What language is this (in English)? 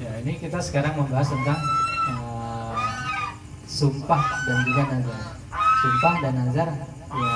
Betawi